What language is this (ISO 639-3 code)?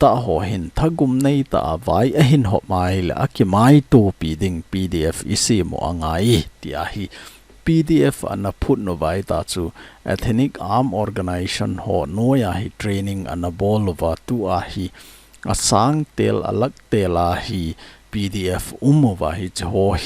tcz